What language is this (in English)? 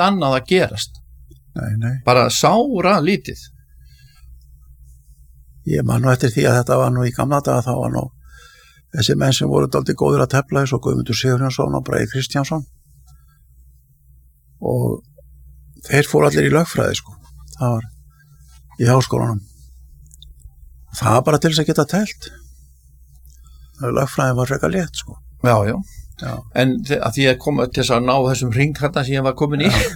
Icelandic